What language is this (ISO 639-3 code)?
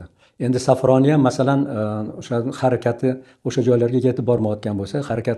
uzb